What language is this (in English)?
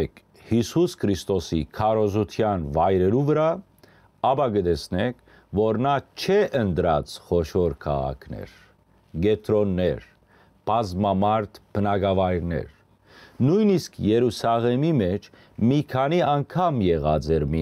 Western Armenian